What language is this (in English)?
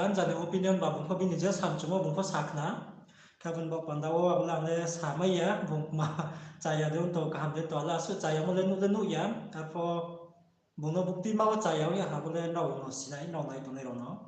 Riang (India)